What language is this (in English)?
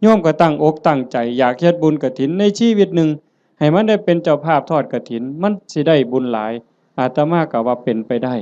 Northeastern Thai